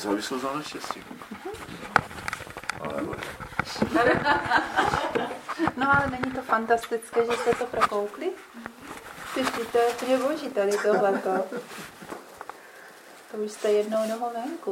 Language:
Czech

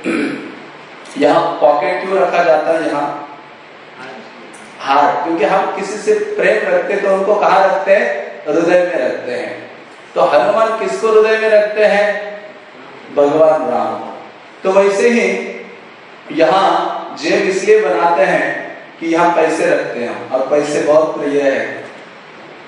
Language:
Hindi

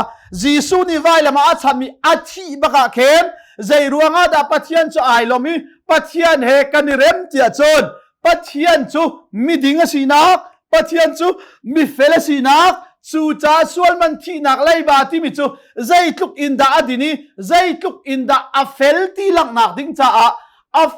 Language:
Hakha Chin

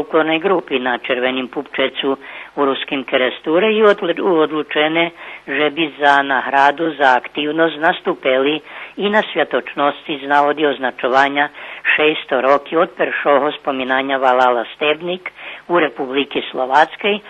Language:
Rusyn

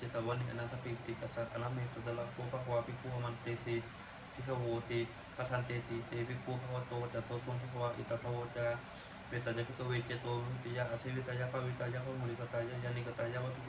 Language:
Pali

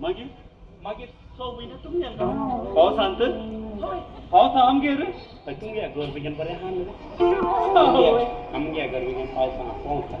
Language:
Konkani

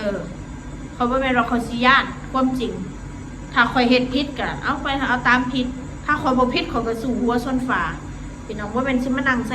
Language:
Northeastern Thai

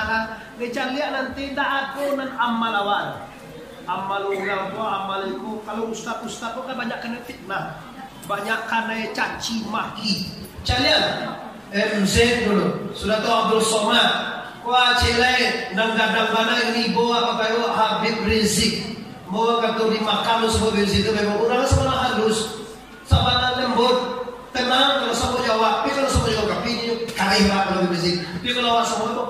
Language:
Minangkabau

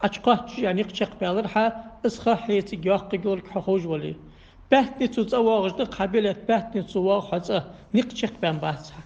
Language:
Ingush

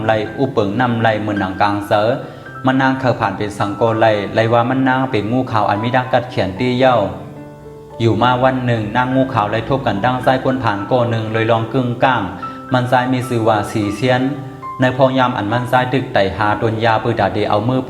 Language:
Shan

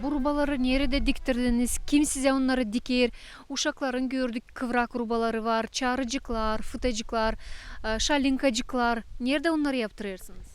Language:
Gagauz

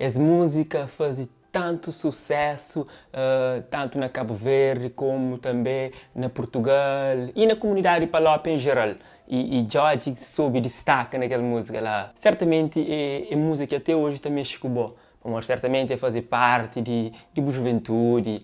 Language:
Kabuverdianu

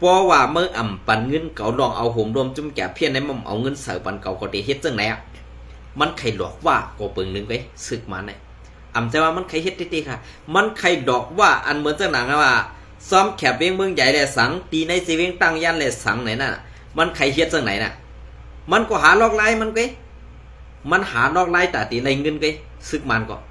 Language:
Shan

